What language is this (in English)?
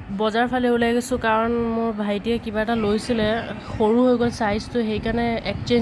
Assamese